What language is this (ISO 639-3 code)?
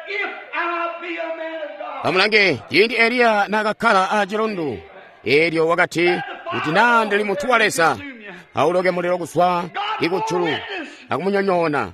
toi